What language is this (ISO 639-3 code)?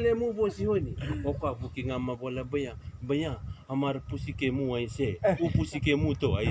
fij